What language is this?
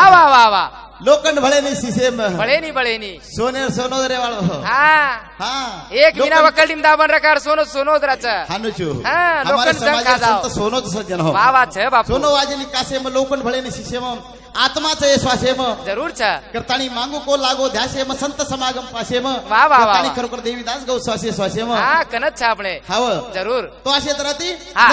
Lambadi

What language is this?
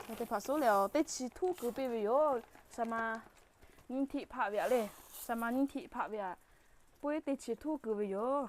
Lahu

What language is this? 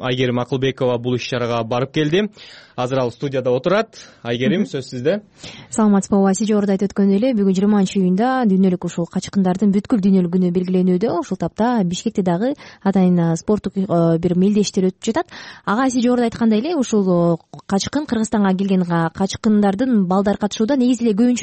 Kyrgyz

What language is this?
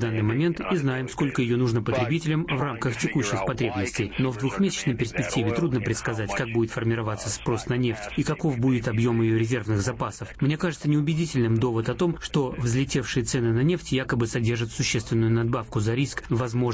Russian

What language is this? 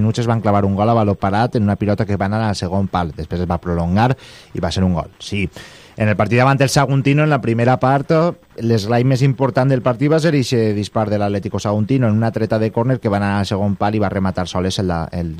Catalan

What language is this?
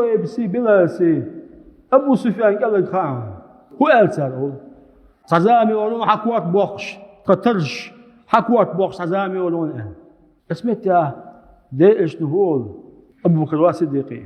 Chechen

